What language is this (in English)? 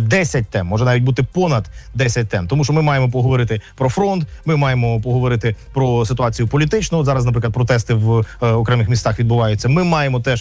Ukrainian